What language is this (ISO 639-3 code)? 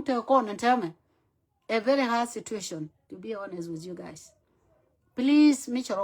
nus